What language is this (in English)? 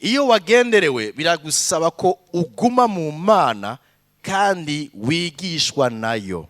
Rundi